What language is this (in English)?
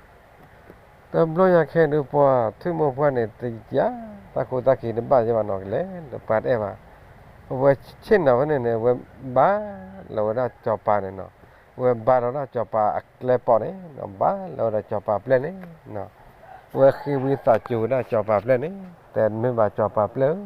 S'gaw Karen